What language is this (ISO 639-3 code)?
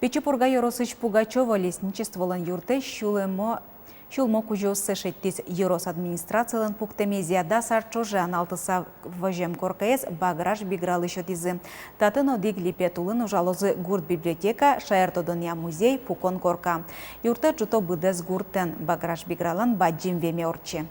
udm